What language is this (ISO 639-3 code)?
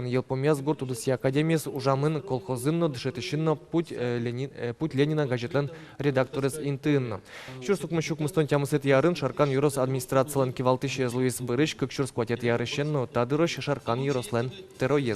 udm